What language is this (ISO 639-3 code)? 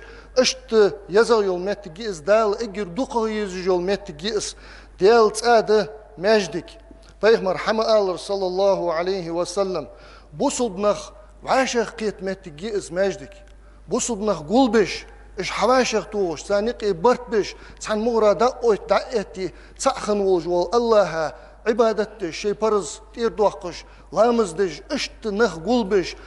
inh